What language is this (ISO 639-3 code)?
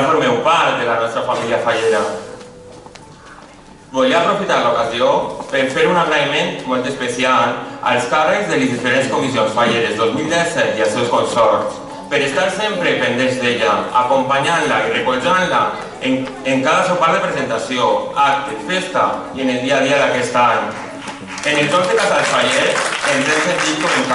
cat